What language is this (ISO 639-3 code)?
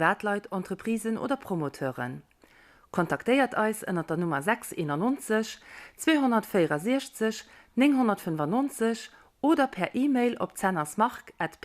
ltz